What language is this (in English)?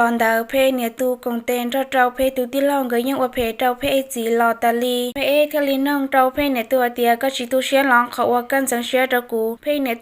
Hmong